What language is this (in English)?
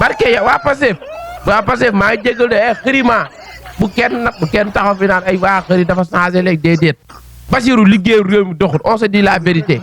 Wolof